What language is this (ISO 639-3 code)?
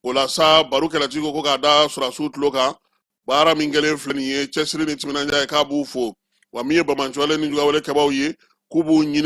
bam